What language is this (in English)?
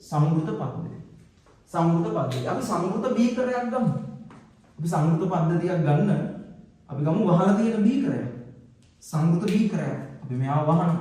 Sinhala